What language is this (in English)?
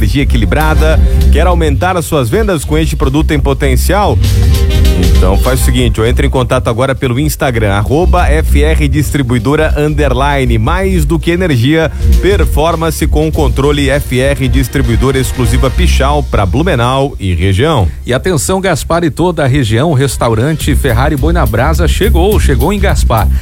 Portuguese